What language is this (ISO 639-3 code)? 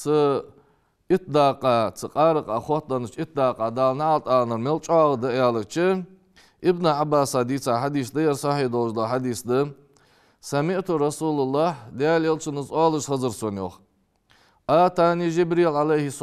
inh